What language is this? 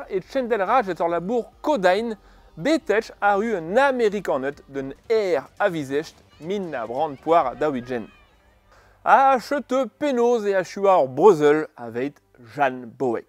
Breton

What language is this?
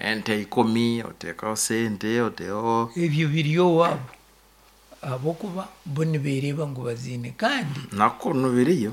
Nyankole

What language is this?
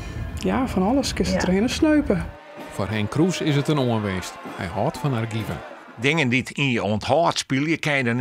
Western Frisian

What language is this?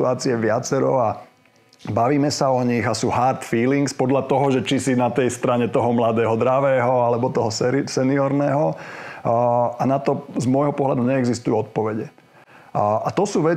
Slovak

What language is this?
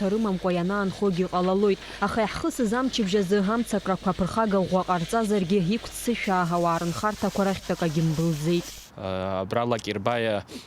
Abkhazian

